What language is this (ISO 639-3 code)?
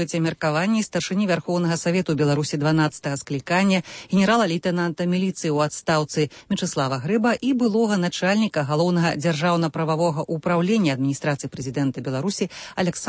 bel